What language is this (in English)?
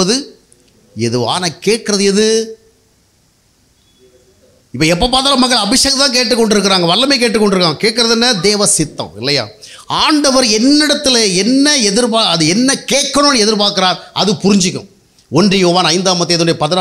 Tamil